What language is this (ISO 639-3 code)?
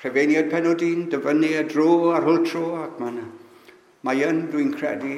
cym